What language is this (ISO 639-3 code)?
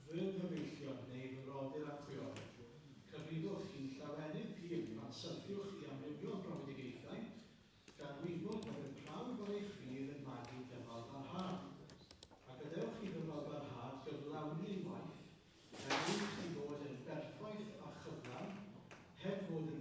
cym